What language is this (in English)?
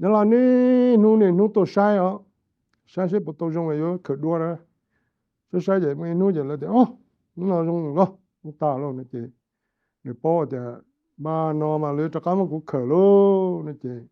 Hmong